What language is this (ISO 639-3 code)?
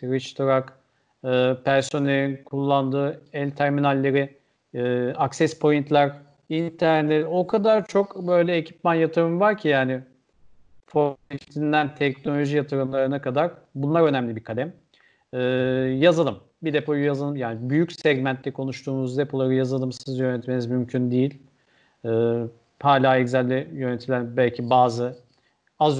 tur